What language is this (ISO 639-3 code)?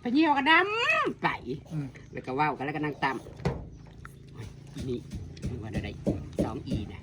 tts